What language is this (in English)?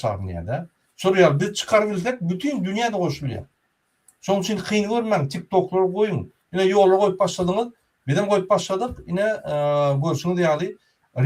Turkmen